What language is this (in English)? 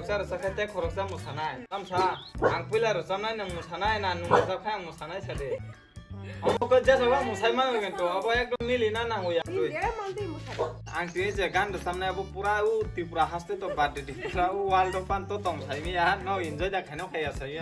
Kok Borok